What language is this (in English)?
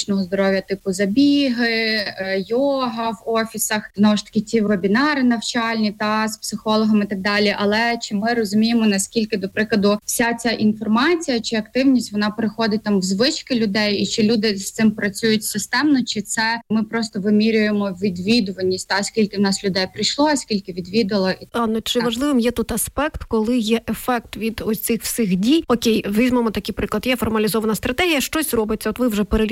Ukrainian